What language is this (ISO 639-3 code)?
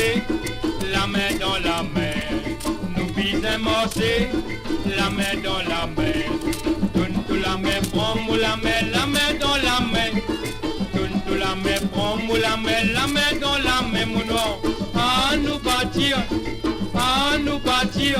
mfe